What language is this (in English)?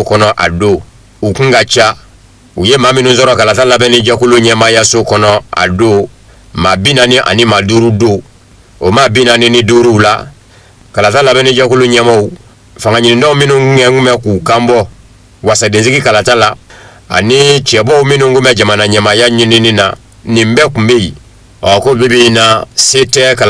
Bambara